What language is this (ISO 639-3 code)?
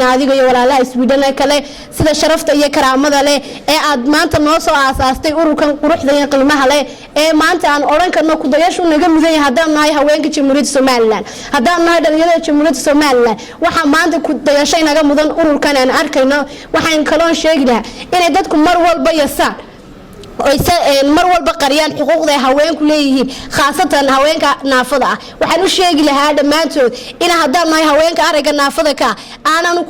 som